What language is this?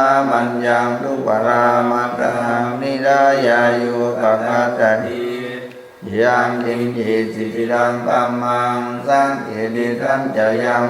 Pali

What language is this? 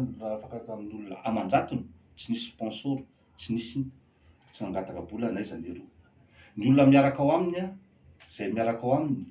Malagasy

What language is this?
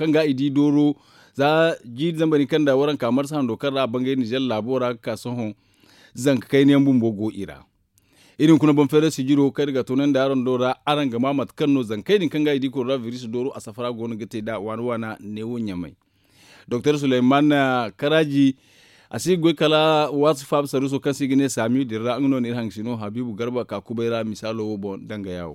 Zarma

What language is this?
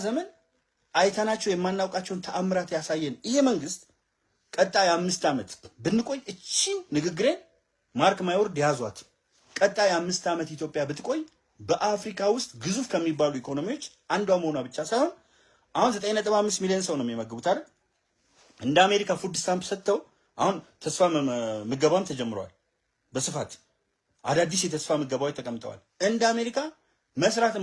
Amharic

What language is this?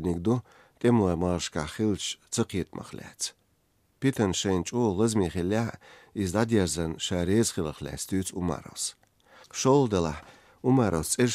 Chechen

